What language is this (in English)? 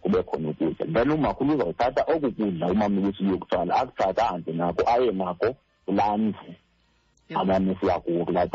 Xhosa